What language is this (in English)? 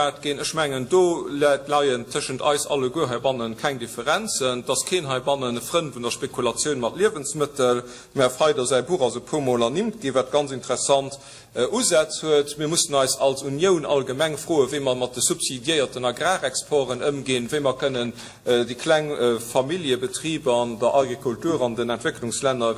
Luxembourgish